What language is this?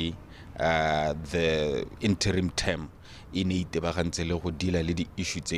Tswana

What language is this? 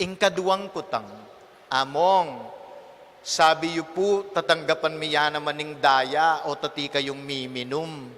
Pampanga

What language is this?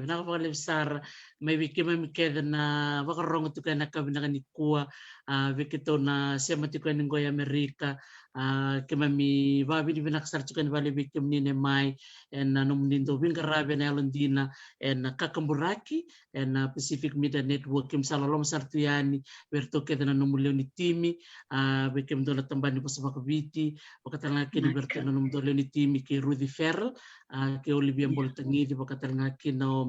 Fijian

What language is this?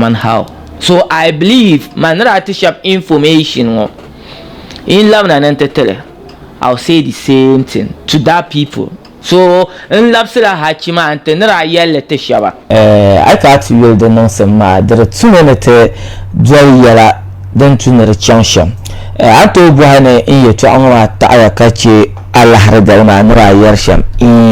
Dagbani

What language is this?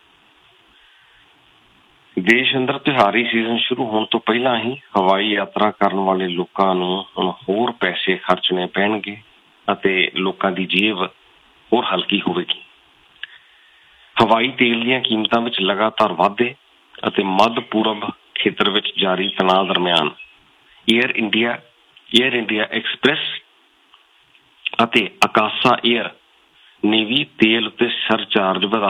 Punjabi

